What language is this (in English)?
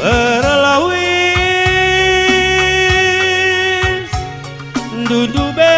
Batak Karo